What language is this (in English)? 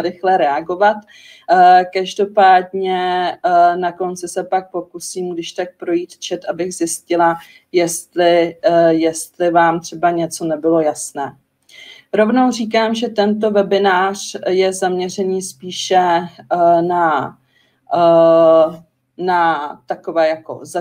Czech